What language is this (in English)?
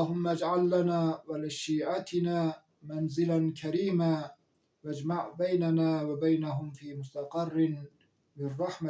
Zaza